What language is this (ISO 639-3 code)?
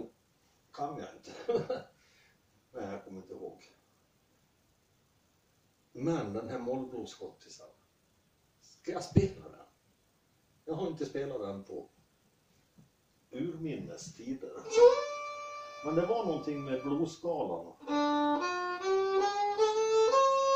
swe